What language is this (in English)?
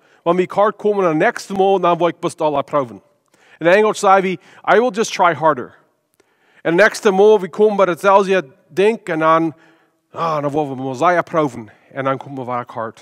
Plautdietsch